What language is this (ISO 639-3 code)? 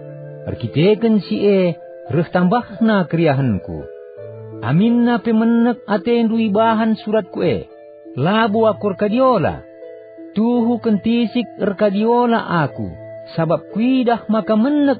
btx